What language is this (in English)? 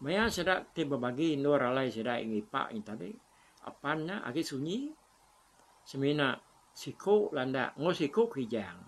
Iban